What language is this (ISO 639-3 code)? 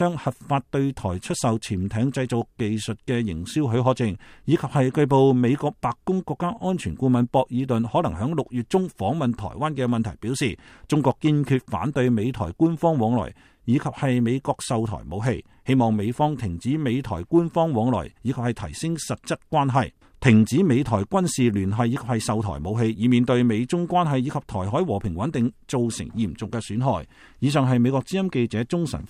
yue